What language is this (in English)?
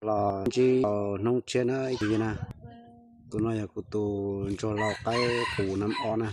Hmong